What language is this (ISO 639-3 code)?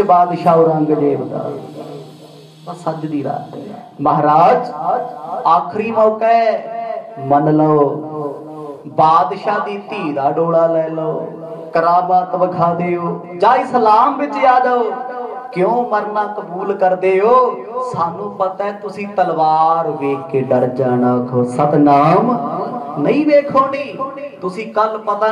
pan